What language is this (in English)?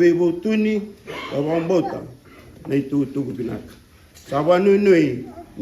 Fijian